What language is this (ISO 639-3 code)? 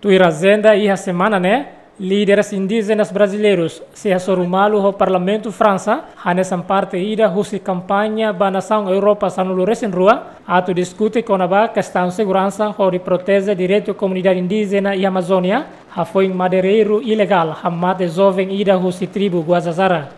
tet